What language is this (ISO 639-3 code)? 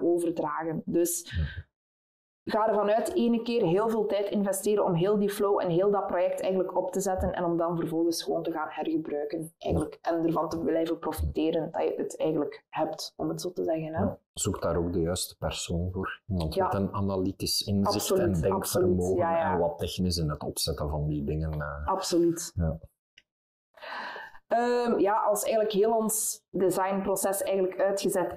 nld